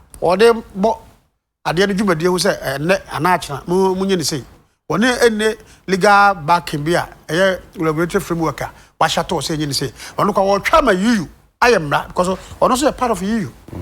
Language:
Akan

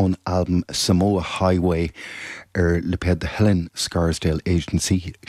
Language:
Irish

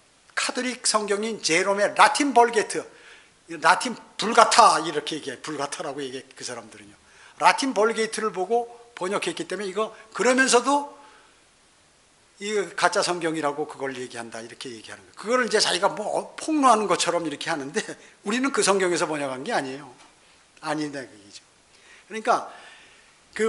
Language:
Korean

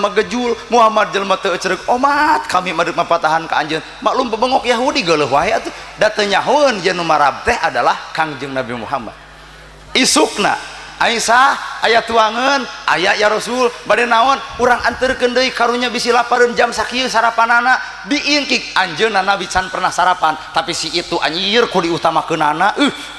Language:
Sundanese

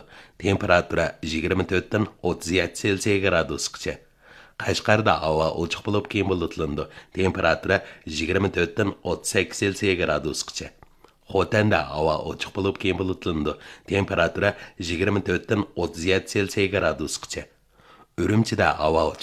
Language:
Uyghur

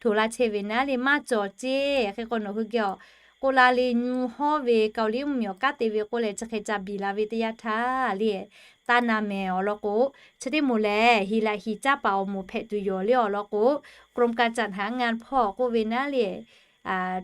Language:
Lahu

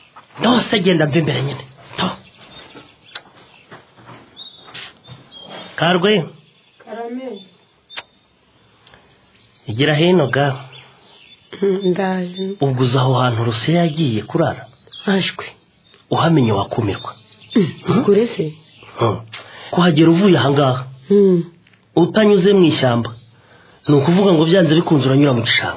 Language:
Kinyarwanda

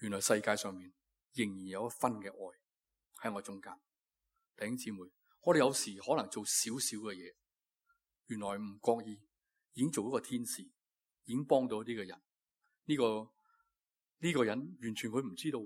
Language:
Cantonese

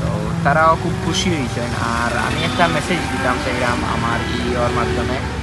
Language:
Sylheti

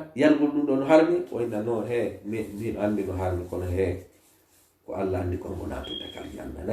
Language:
Fula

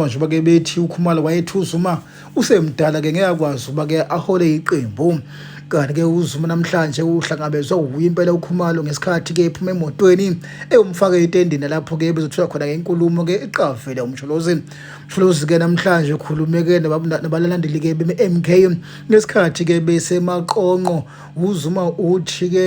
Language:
Zulu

